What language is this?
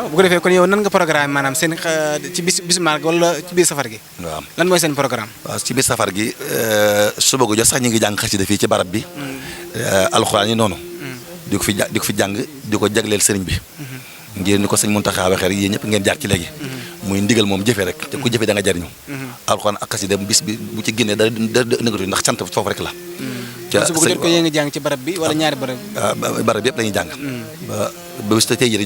Wolof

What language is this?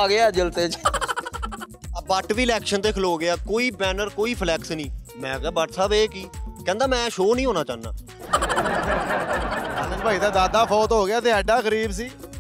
Punjabi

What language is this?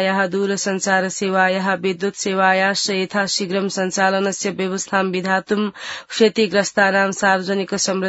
Sanskrit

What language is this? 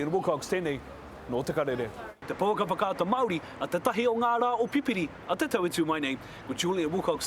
Māori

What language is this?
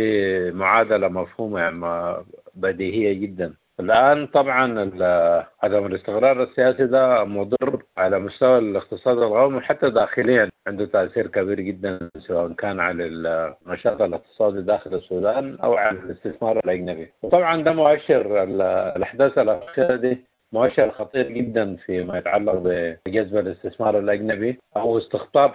Sudanese Arabic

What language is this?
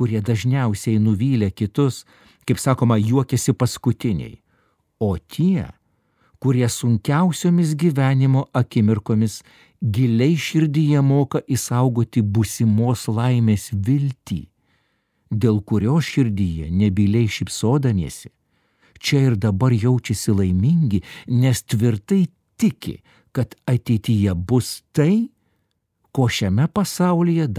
Lithuanian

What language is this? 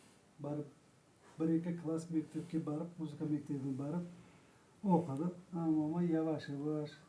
Crimean Tatar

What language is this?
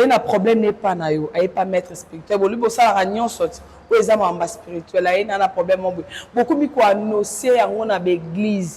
Lingala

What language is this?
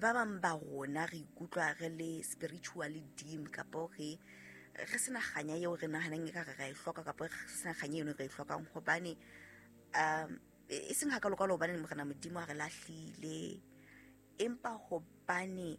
Southern Sotho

